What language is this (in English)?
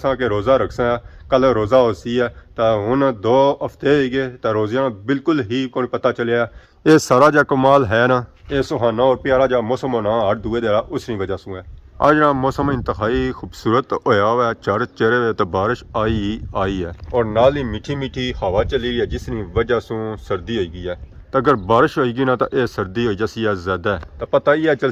Pahari-Potwari